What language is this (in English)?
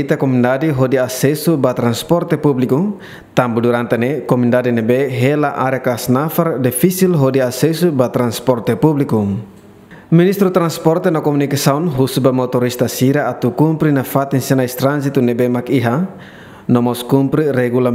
Tetum